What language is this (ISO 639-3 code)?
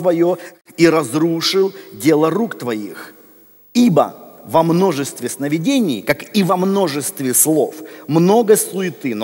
rus